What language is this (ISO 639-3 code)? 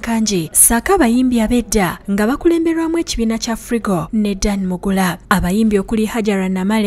lug